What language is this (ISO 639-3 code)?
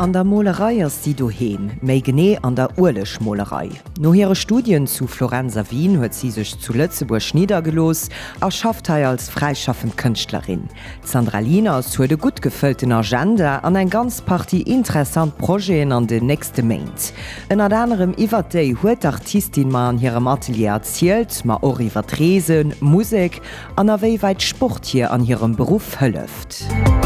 ltz